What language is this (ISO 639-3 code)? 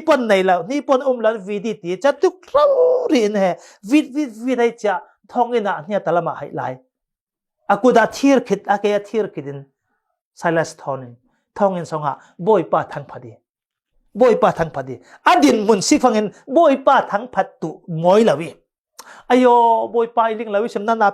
cfm